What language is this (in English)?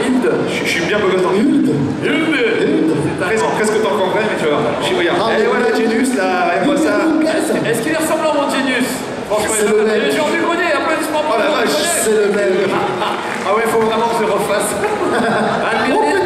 French